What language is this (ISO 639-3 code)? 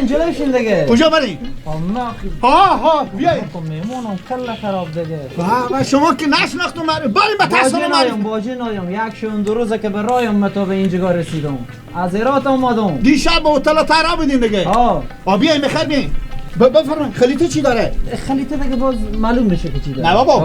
fas